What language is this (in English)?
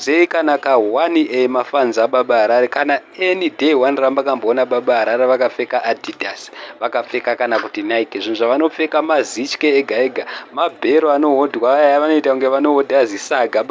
Shona